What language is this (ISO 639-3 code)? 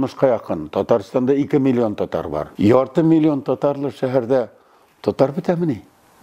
tat